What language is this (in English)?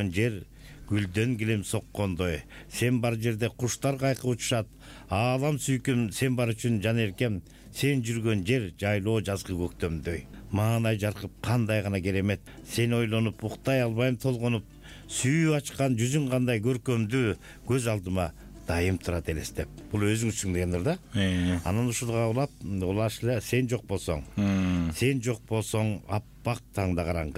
Kyrgyz